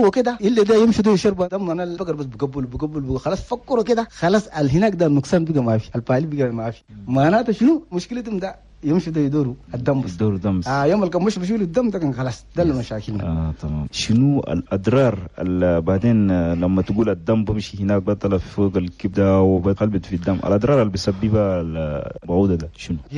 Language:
Chadian Arabic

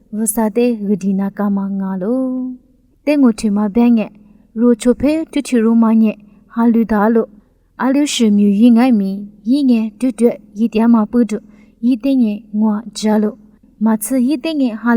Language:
Lisu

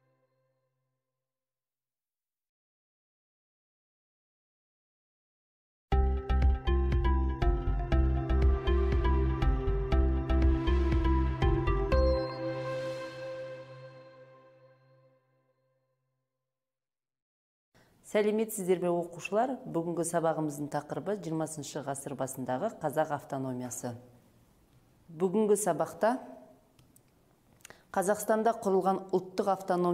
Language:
Kazakh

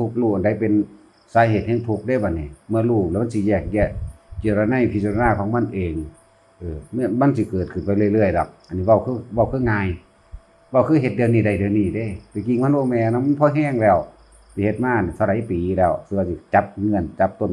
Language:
Northeastern Thai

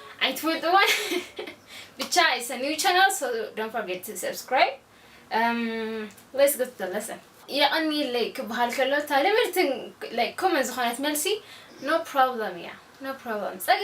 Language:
Tigrinya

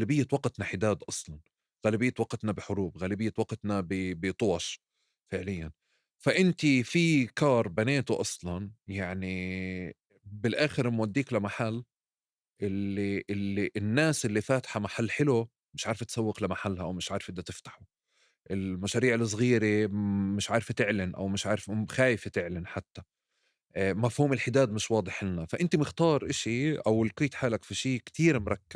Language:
North Levantine Arabic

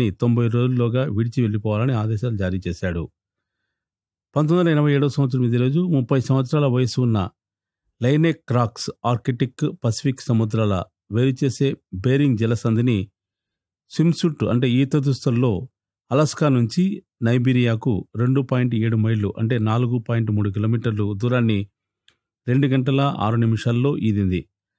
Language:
Telugu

